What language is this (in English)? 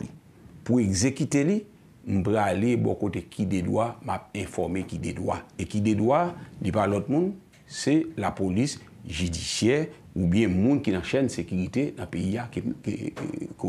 Haitian Creole